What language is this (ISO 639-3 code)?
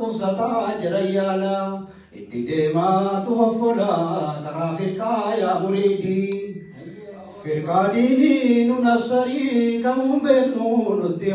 orm